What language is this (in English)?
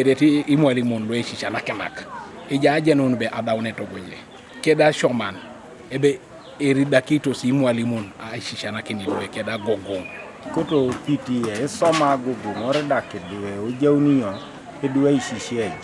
Teso